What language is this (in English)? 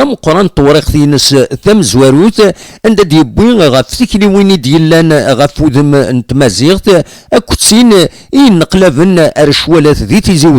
Kabyle